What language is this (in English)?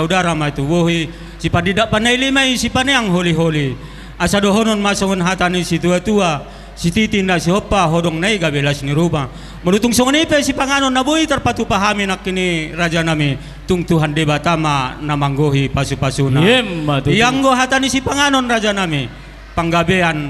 Batak Toba